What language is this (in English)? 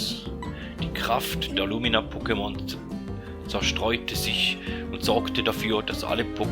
Swiss German